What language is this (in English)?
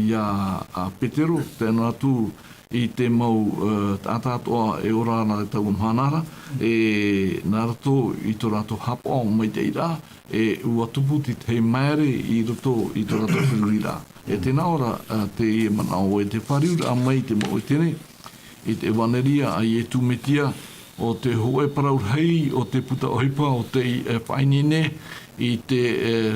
Tahitian